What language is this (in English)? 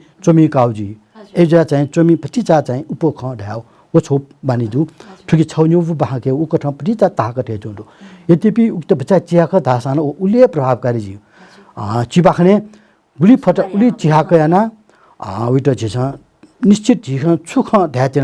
Newari